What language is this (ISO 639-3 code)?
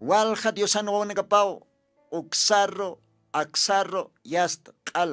aym